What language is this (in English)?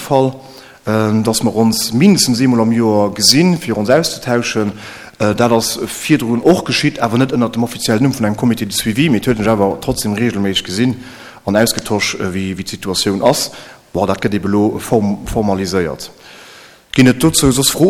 Luxembourgish